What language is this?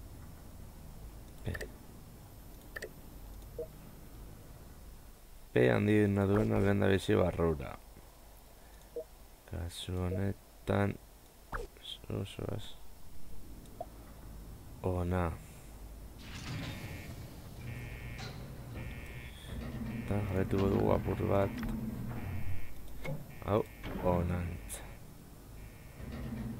Basque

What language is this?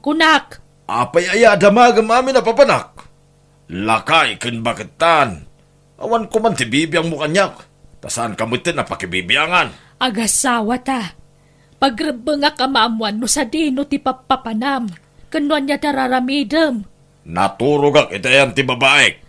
Iloko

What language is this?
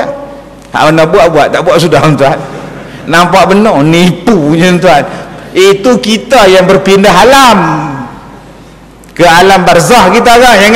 Malay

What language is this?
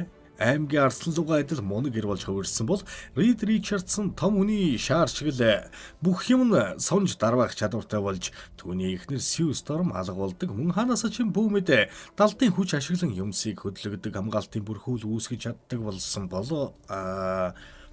Mongolian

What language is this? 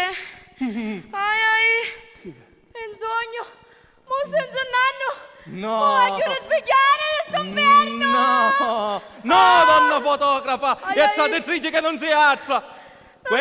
Sicilian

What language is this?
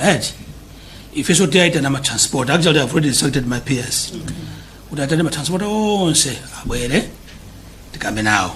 Nyanja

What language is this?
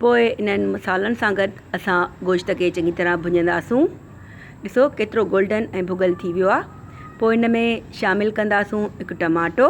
Sindhi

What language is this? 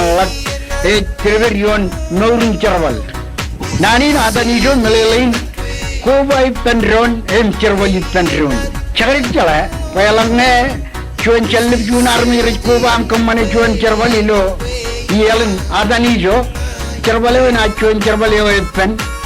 Marshallese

